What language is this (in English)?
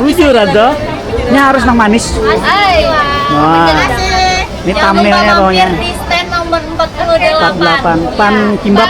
Banjar